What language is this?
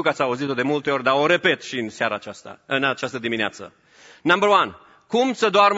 Romanian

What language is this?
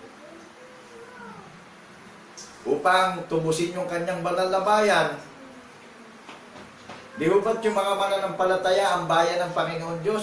Filipino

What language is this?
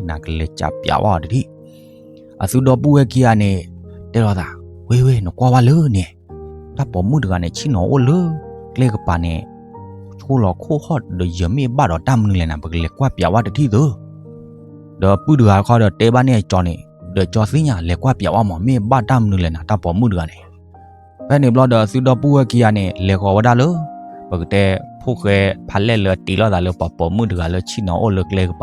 S'gaw Karen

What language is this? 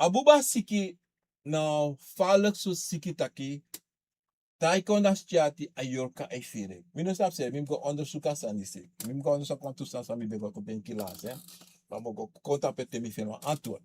Sranan Tongo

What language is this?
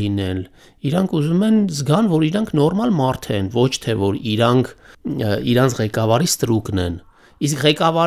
Armenian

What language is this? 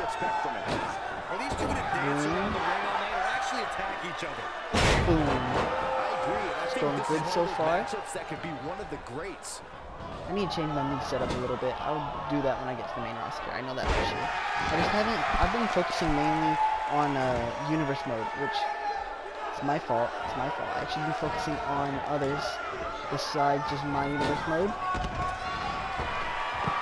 English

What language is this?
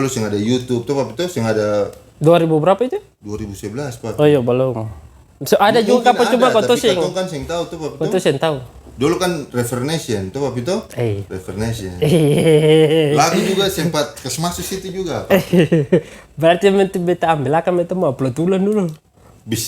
Ambonese Malay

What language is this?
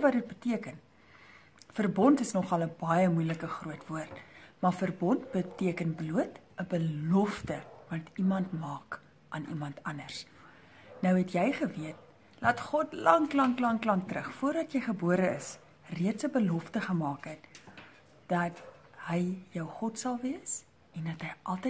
Afrikaans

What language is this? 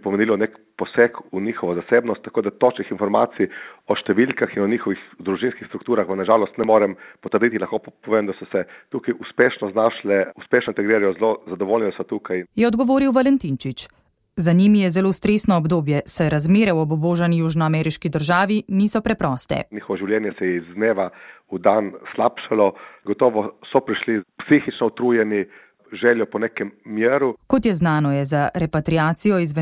Slovenian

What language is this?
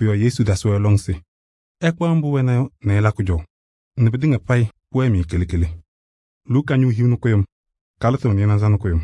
Kabiyè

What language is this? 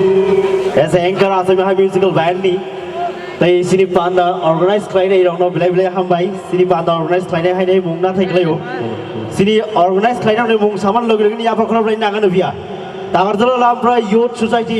Kok Borok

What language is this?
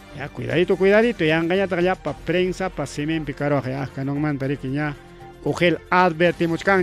Ayacucho Quechua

